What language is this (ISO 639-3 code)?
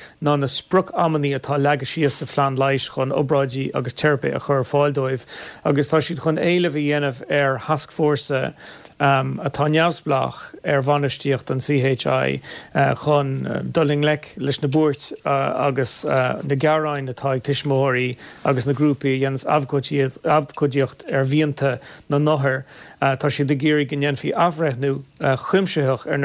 gle